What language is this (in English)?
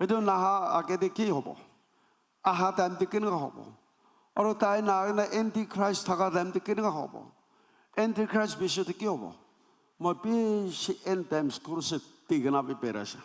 Naga Pidgin